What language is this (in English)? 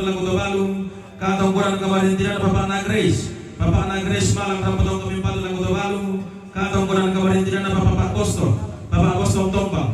Toraja-Sa'dan